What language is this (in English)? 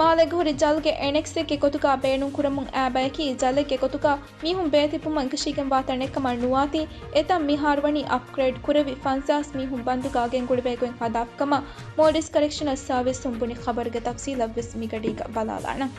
Divehi